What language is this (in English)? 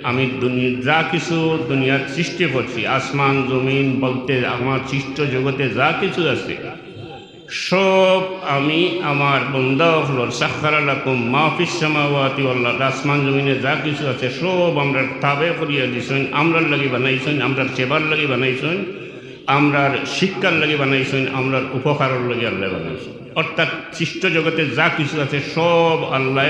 Sylheti